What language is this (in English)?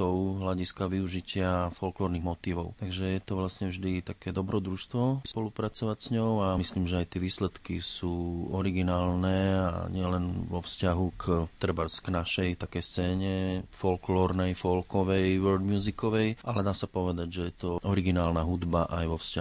Slovak